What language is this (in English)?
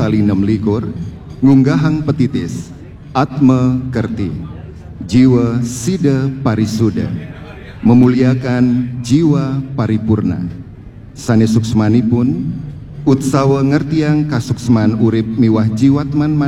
Balinese